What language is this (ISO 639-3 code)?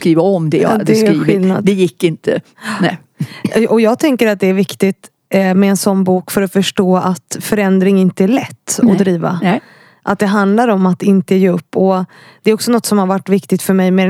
swe